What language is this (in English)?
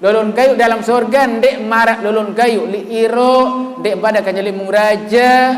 Sasak